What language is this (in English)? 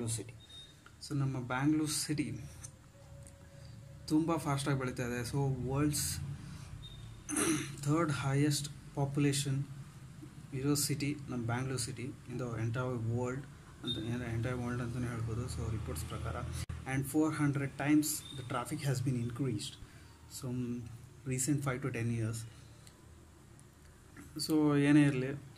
Kannada